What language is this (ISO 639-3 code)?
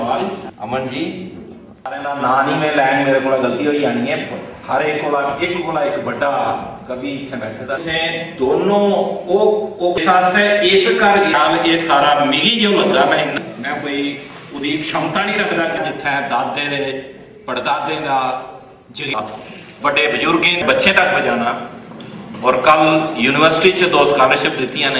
doi